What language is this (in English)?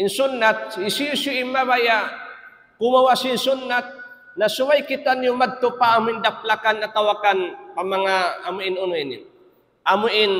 Tausug